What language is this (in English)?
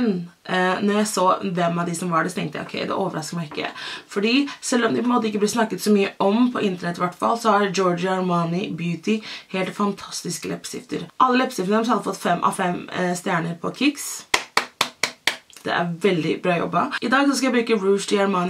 Norwegian